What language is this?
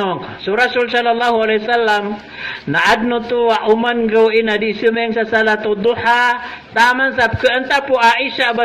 Maranao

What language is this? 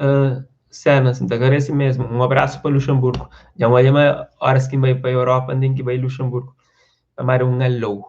Kabuverdianu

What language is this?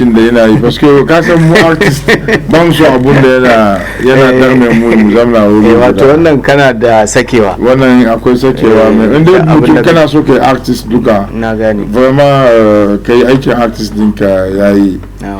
Hausa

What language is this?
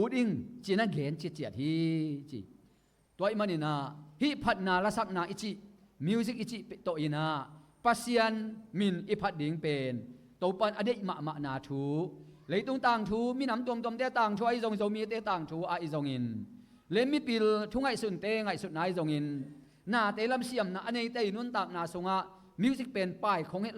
Tedim Chin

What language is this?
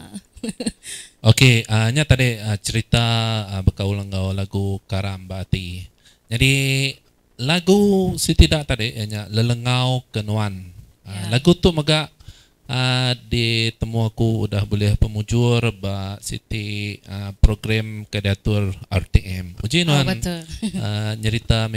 Iban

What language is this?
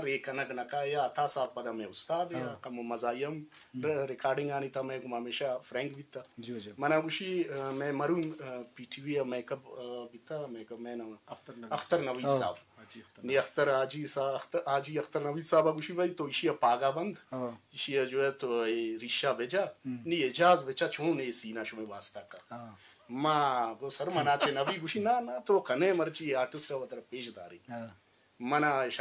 Eastern Balochi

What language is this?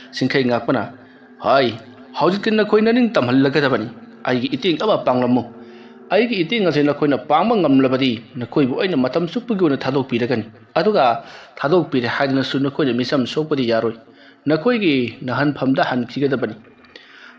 Manipuri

